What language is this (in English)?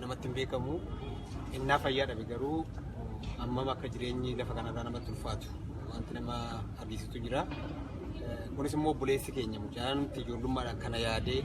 Oromo